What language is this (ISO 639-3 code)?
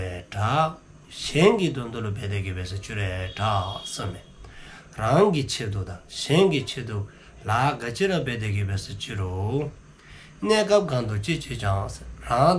dzo